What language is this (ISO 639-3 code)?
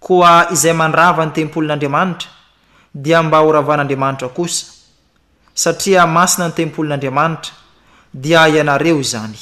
mlg